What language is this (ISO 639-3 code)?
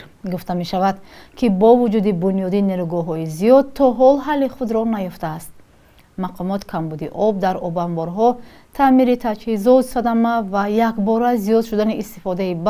tgk